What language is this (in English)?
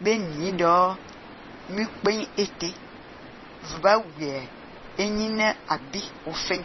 Fang